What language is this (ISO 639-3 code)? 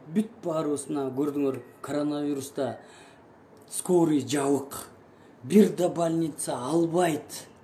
kir